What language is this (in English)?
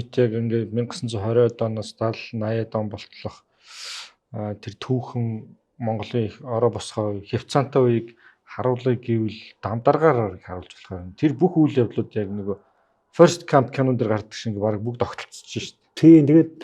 Mongolian